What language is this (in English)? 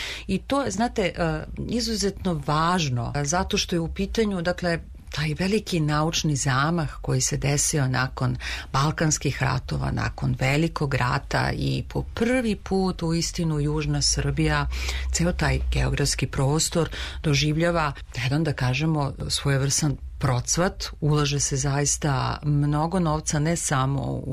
Serbian